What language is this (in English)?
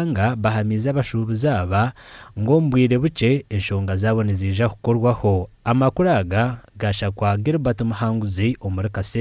Nyankole